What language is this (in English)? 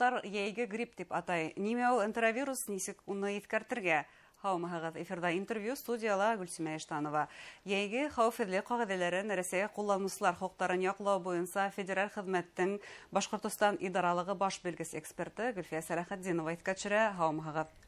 Bashkir